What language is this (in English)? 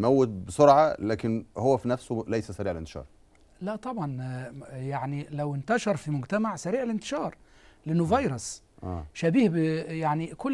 Egyptian Arabic